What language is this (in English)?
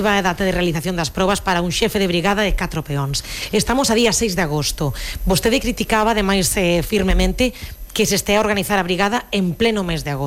Galician